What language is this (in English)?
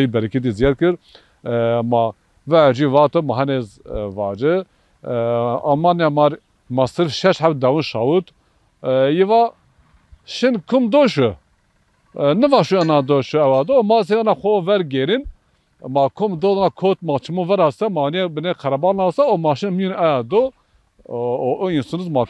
Zaza